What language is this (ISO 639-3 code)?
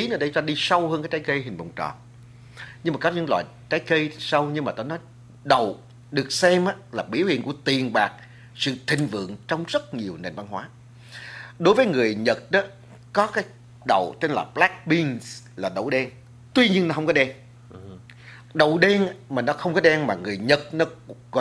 vie